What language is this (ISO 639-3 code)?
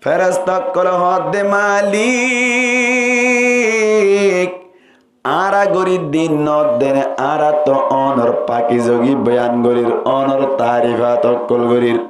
rhg